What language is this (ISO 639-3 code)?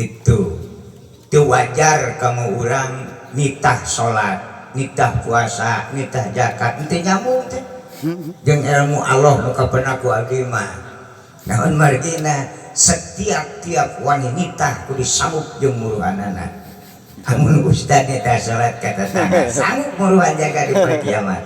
sun